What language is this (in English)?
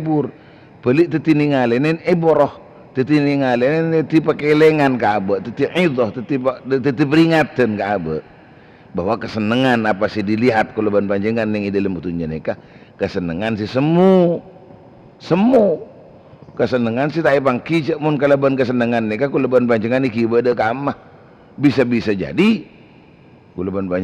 Madurese